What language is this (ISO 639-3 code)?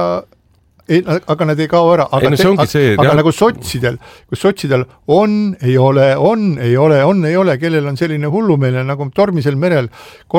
est